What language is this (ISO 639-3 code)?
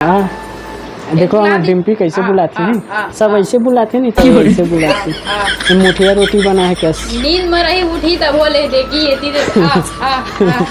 hne